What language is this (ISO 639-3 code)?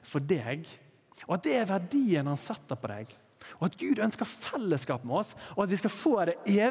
nor